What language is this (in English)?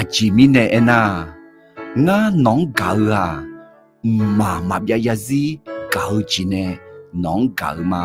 Akha